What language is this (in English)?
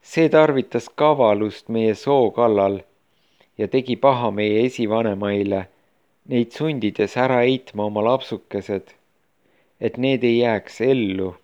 Estonian